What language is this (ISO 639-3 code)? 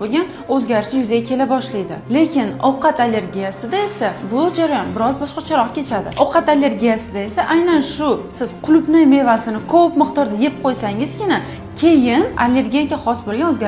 uzb